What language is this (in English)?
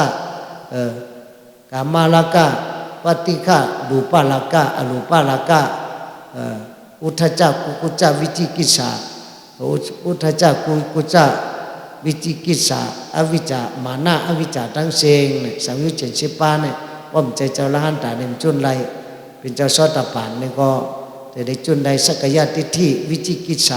Shan